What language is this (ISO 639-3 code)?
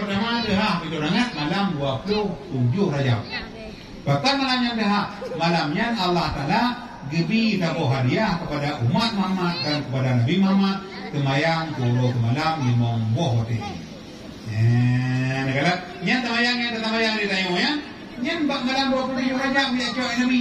ace